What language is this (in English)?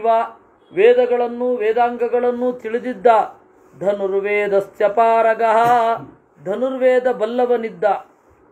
Kannada